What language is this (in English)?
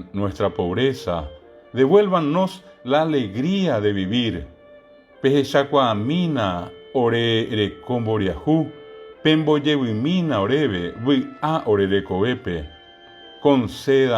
Guarani